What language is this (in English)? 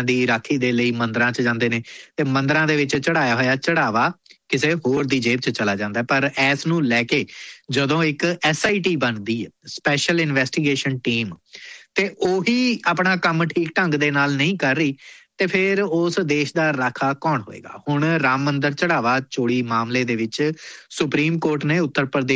Punjabi